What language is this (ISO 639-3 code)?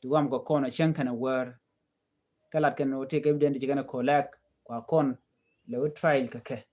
nus